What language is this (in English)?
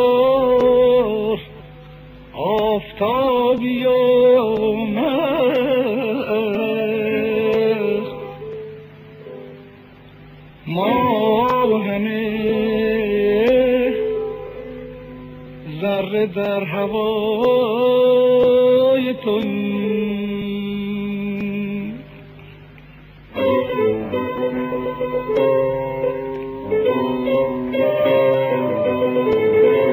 Persian